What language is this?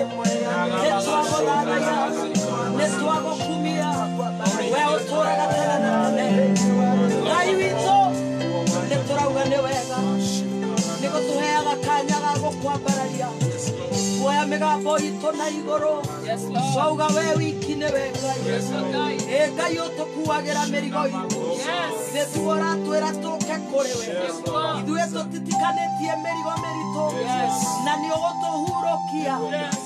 Kikuyu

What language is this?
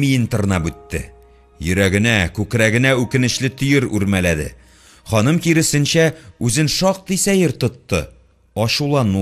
Tatar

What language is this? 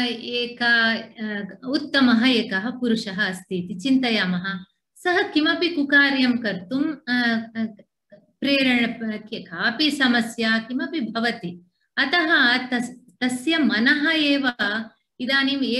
Sanskrit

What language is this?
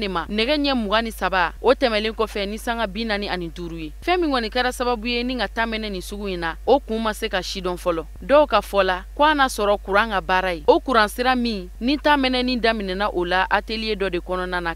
Bambara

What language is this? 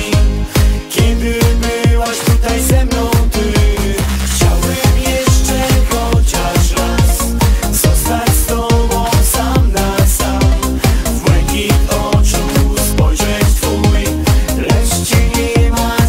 Polish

